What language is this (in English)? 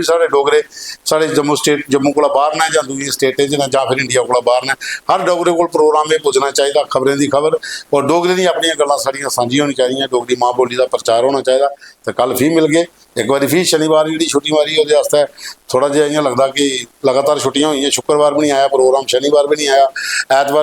Dogri